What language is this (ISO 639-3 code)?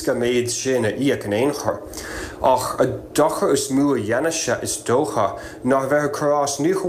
gle